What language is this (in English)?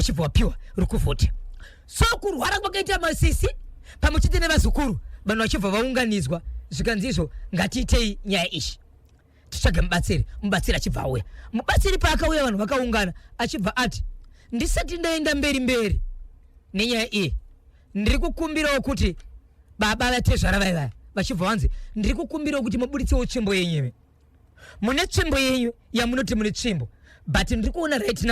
Shona